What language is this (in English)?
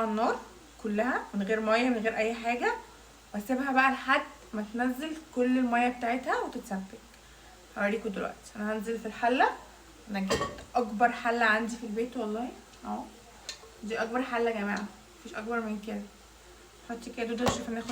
Egyptian Arabic